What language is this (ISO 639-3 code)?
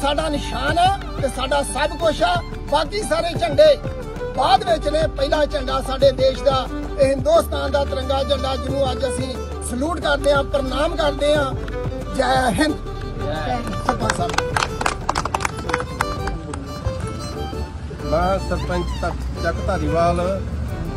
pan